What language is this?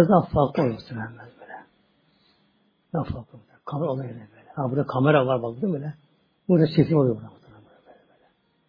Turkish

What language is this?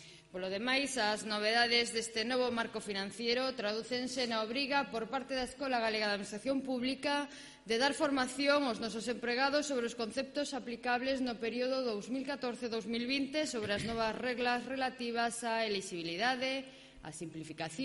Galician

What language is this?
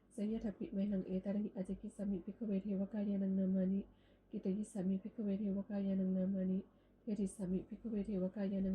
Pali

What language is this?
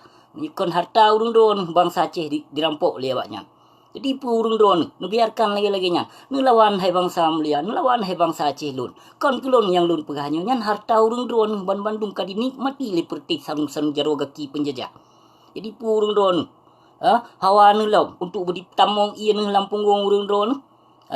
Achinese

